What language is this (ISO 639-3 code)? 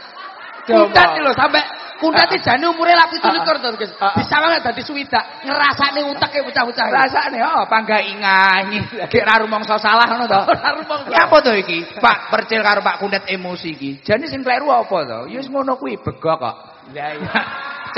jav